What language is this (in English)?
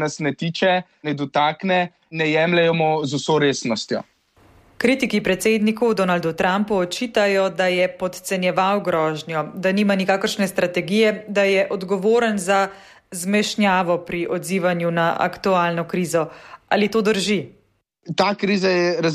Slovenian